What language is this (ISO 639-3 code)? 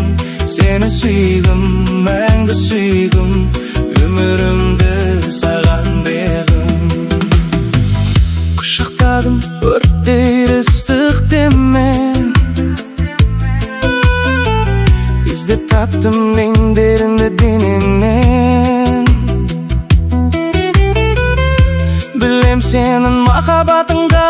kaz